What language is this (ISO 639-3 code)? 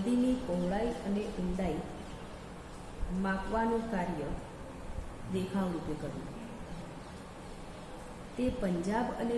guj